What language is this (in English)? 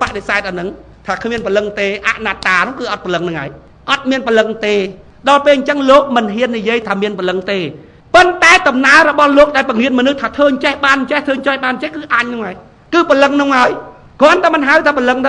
Khmer